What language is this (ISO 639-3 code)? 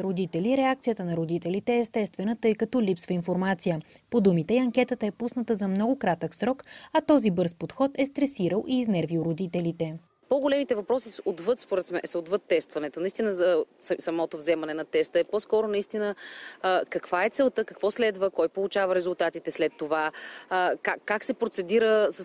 bul